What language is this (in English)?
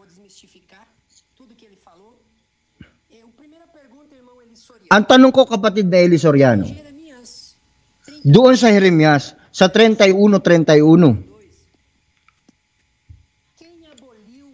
Filipino